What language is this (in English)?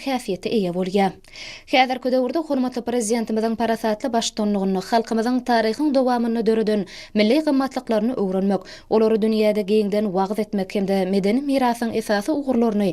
Turkmen